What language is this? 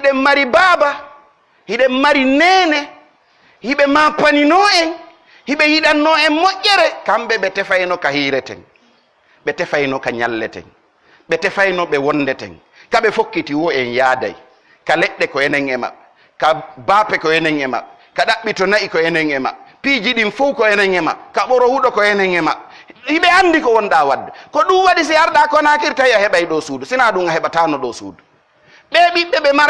Pular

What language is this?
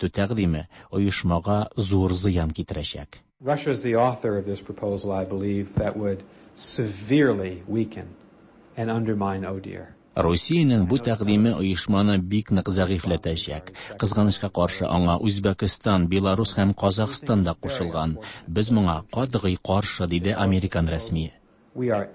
Tatar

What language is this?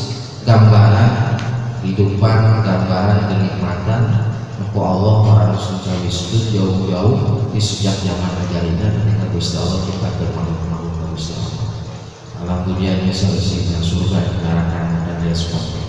Sundanese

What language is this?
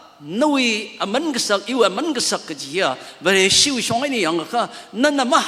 Tangkhul Naga (India)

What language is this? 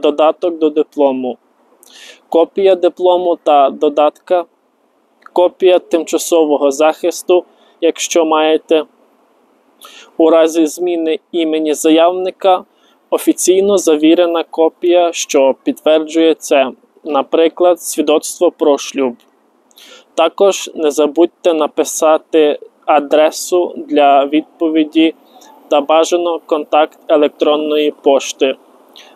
Ukrainian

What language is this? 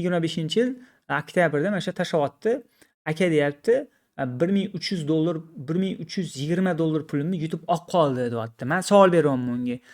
Uzbek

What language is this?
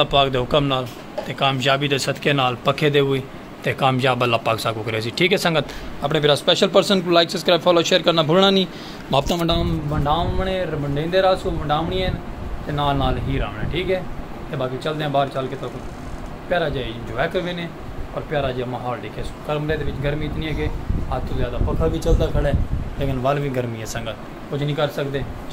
Saraiki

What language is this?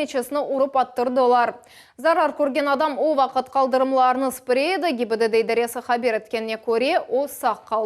Crimean Tatar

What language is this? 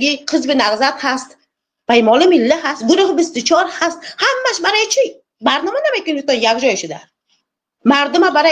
Tajik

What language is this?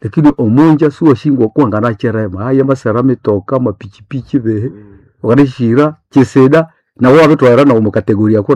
Nande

